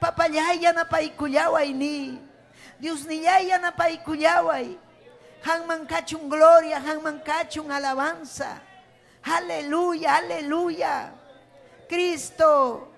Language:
Ayacucho Quechua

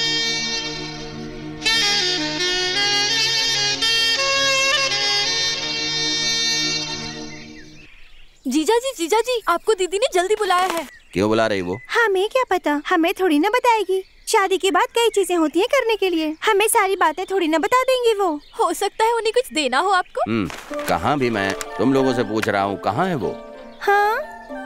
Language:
Hindi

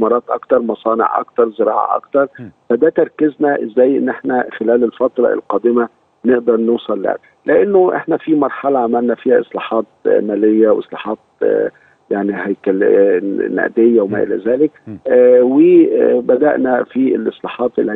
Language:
Egyptian Arabic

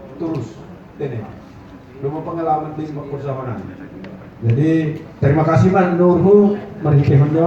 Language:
Batak Simalungun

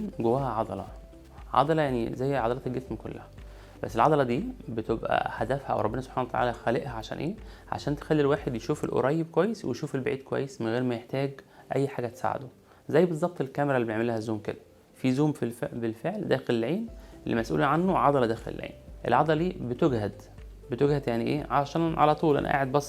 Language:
Egyptian Arabic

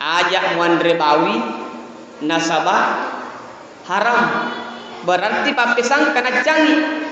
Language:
Buginese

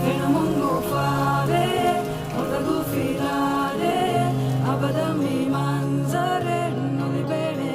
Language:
Divehi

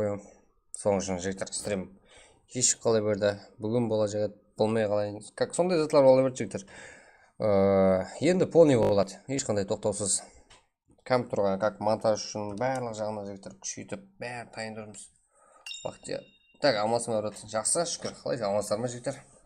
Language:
Kara-Kalpak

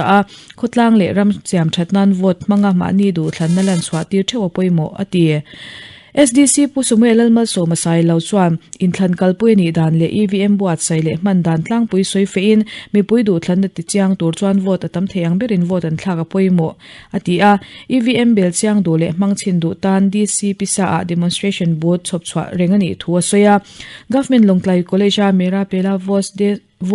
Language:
Mizo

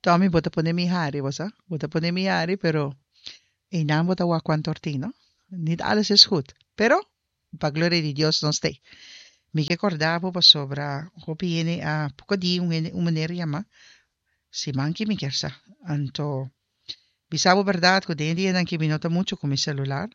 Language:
Papiamento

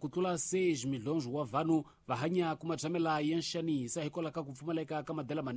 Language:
Tsonga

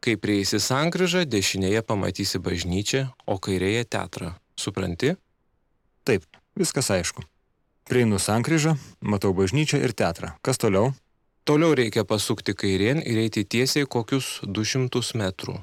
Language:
Lithuanian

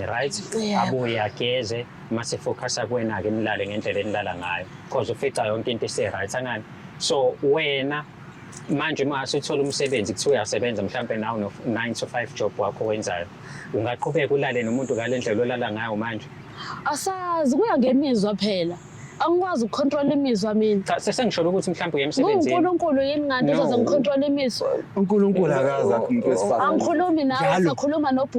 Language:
Zulu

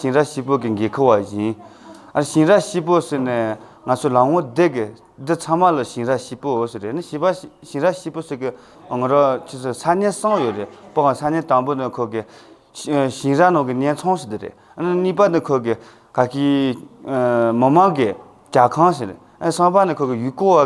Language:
Tibetan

